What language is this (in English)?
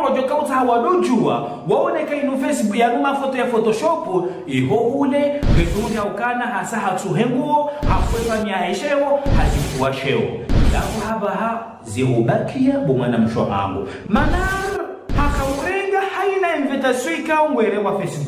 Ngazidja Comorian